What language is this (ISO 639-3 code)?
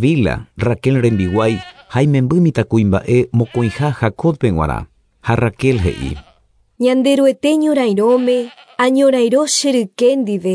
grn